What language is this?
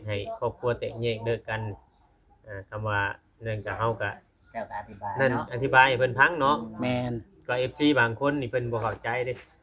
Lao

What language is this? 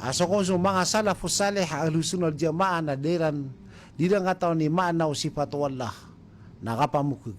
Maranao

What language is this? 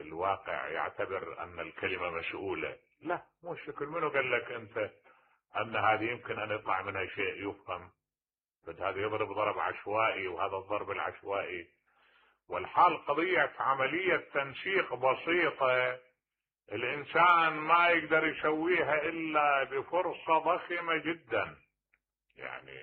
Mesopotamian Arabic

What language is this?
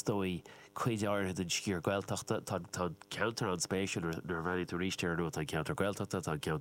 Irish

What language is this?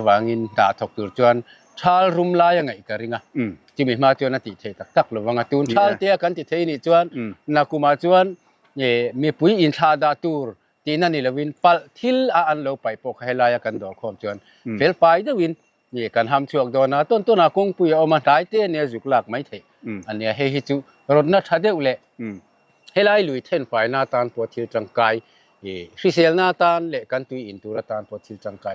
Mizo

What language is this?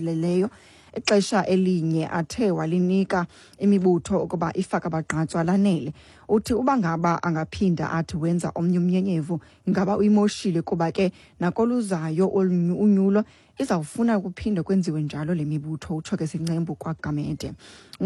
Xhosa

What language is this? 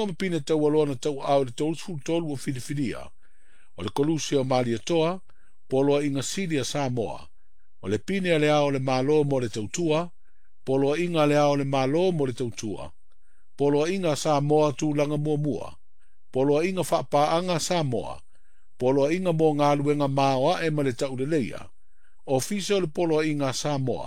Samoan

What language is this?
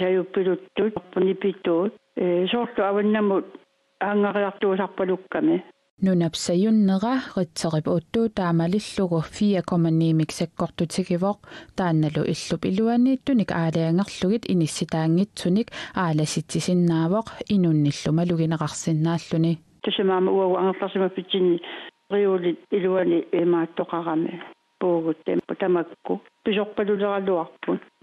Kalaallisut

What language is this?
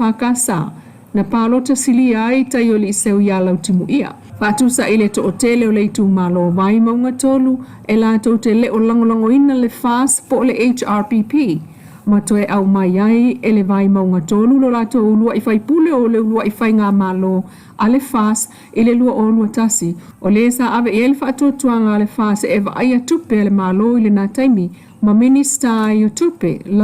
Samoan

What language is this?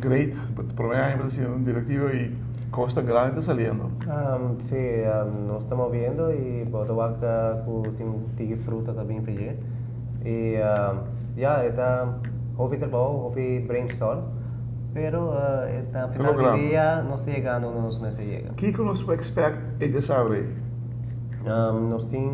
Papiamento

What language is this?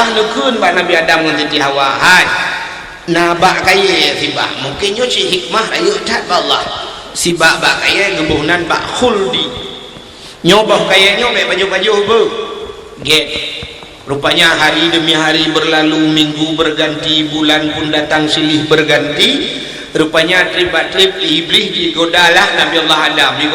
Achinese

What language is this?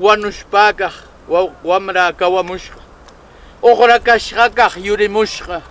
Southern Conchucos Ancash Quechua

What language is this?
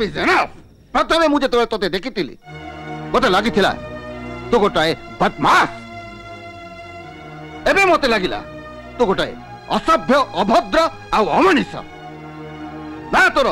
Odia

